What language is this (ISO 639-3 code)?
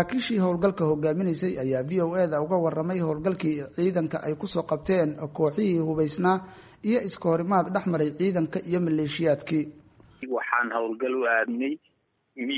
som